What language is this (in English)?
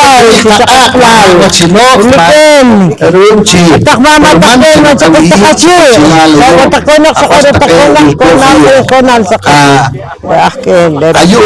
Poqomchi'